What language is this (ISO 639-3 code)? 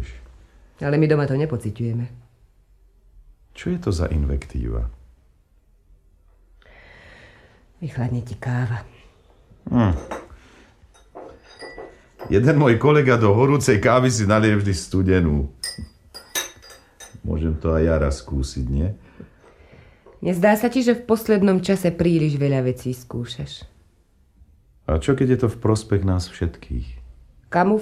slk